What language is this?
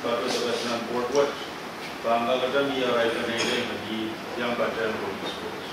Pohnpeian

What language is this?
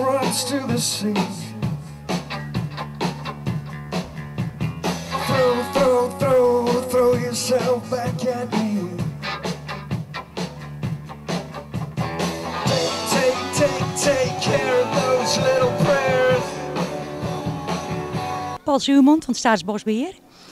Dutch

